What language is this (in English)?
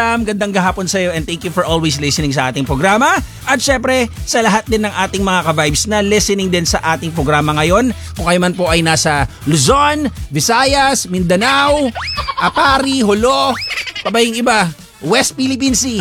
Filipino